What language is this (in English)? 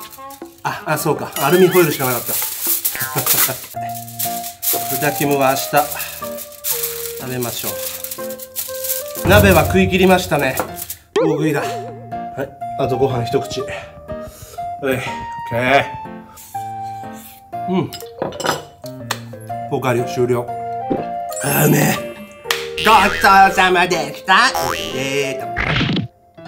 Japanese